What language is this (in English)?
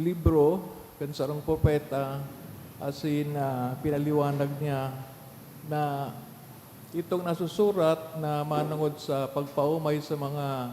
Bikol